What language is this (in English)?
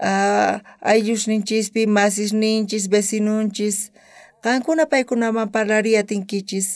South Bolivian Quechua